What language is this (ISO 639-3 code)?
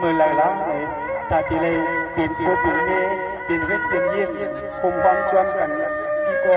shn